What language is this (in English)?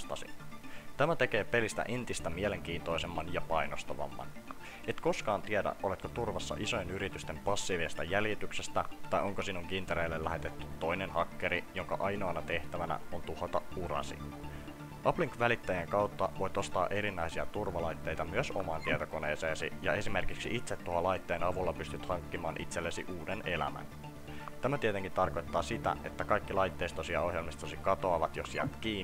Finnish